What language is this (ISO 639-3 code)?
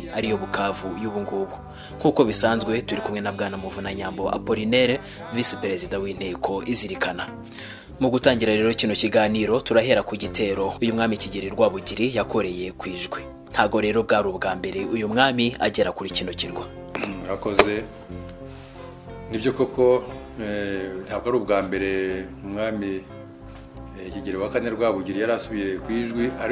kin